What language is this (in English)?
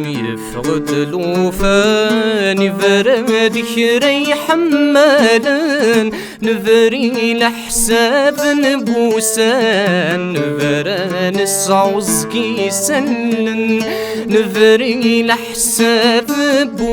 Kabyle